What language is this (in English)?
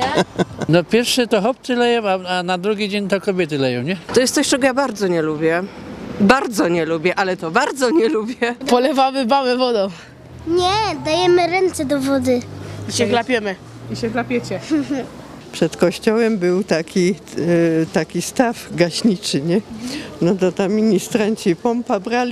Silesian